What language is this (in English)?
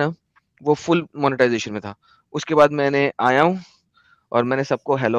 Hindi